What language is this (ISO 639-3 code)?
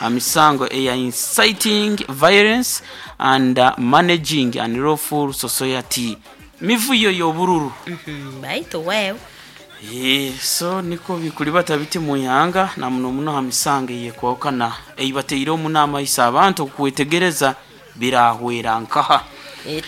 nyo